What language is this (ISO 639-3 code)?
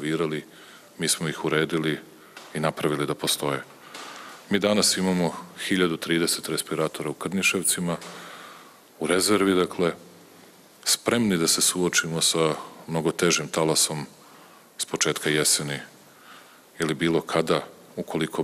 srp